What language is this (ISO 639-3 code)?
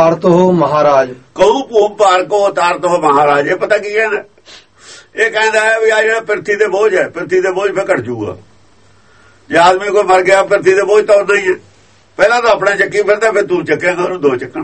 pan